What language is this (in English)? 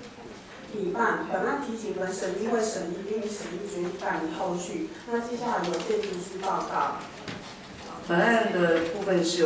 Chinese